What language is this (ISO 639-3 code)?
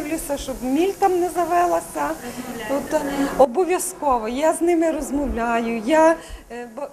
ukr